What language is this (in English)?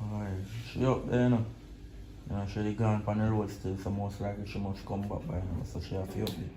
Jamaican Creole English